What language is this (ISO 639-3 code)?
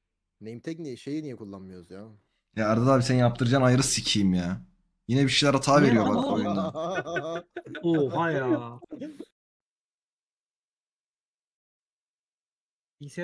tur